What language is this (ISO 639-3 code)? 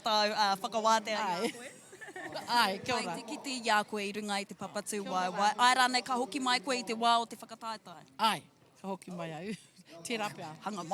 mri